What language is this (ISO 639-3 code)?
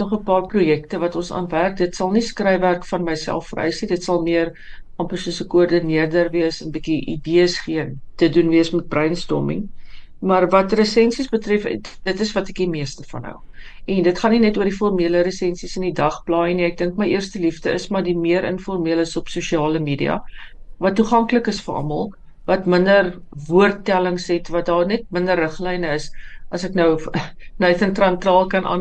afr